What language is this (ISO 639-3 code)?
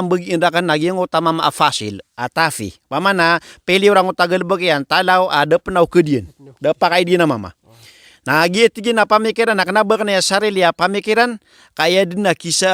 mrw